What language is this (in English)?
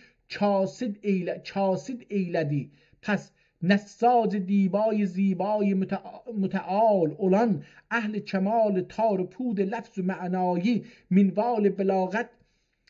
South Azerbaijani